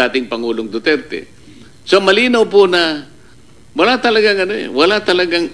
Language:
Filipino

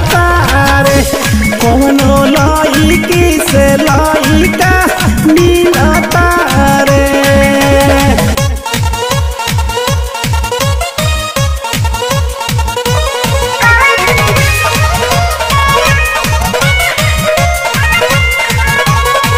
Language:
Bhojpuri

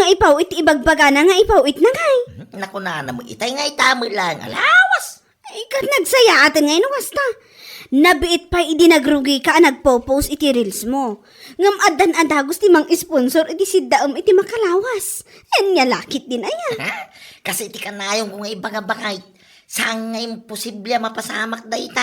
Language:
Iloko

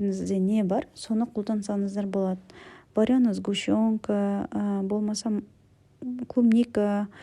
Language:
Kazakh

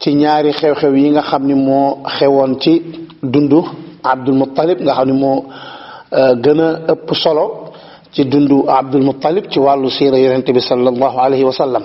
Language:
Wolof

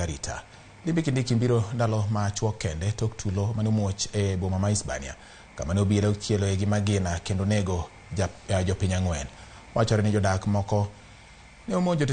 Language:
Luo (Kenya and Tanzania)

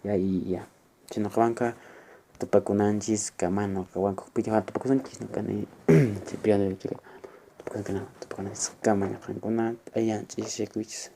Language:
Quechua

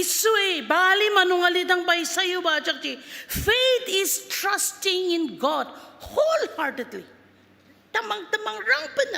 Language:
Ao Naga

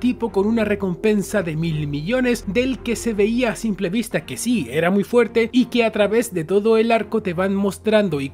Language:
Spanish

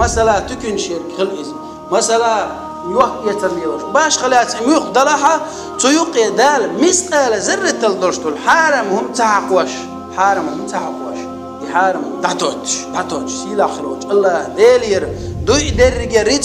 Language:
Chechen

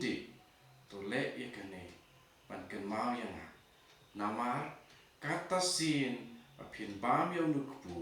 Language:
Khasi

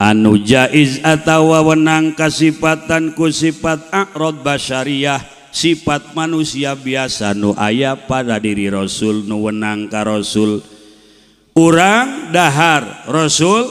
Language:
Sundanese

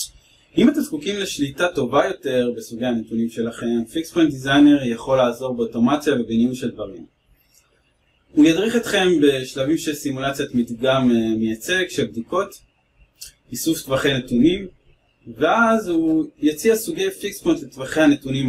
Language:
Hebrew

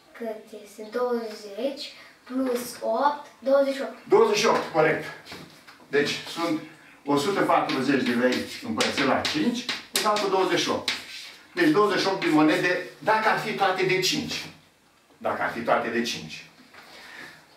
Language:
Romanian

